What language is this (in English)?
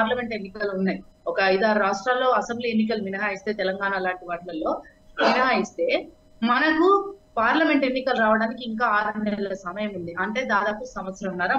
Telugu